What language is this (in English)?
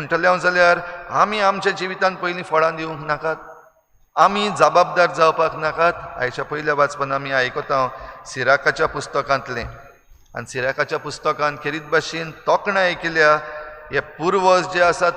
Konkani